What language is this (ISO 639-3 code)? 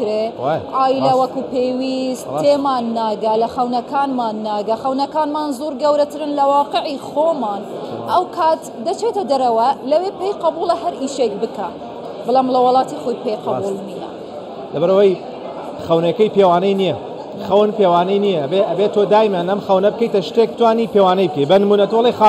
ckb